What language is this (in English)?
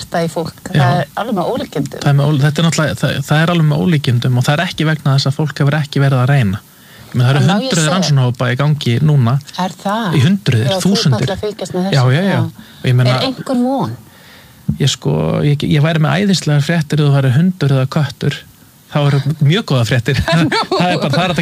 Icelandic